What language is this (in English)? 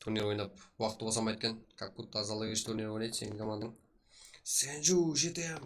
Kara-Kalpak